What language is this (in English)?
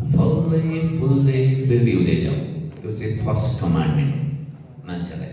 Nepali